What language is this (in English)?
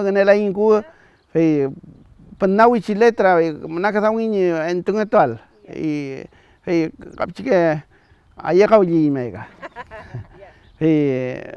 Mapuche